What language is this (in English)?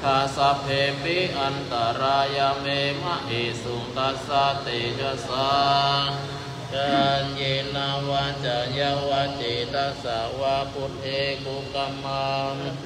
Pali